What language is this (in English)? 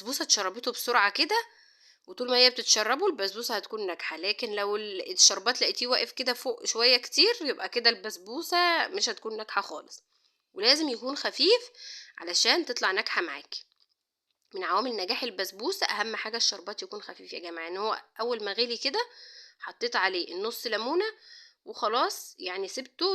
Egyptian Arabic